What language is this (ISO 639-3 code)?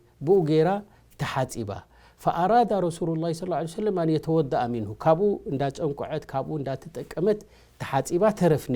tir